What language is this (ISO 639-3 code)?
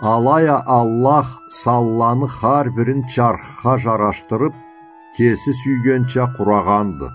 krc